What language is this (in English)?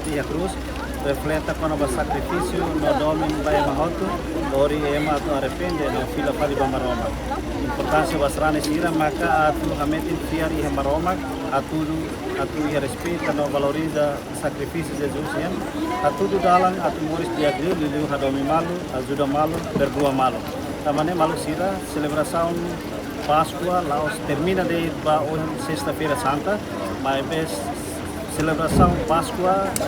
Tetum